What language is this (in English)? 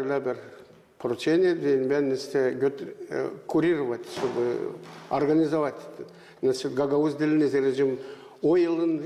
Gagauz